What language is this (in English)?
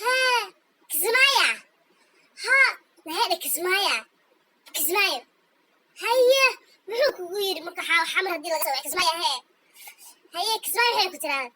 Somali